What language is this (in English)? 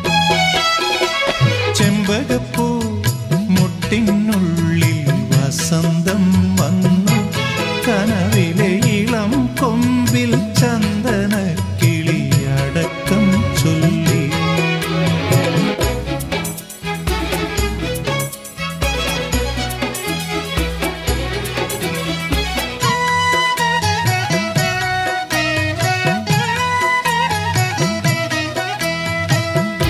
Malayalam